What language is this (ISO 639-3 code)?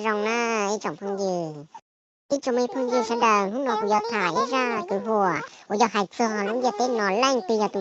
hmn